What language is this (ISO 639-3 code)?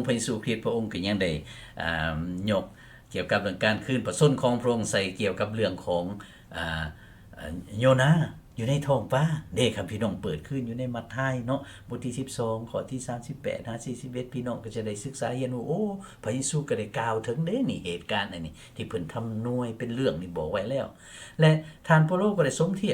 lao